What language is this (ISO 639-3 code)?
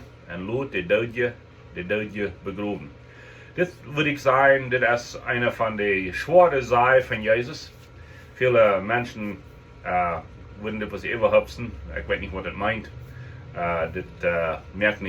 pdt